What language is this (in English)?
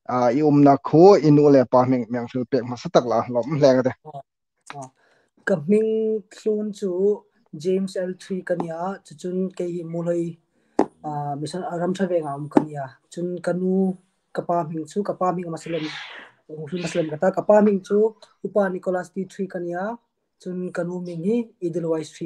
Hmar